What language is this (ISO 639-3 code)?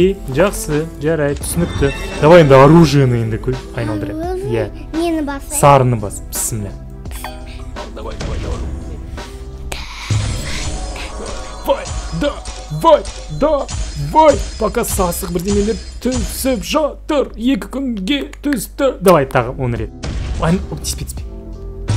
kaz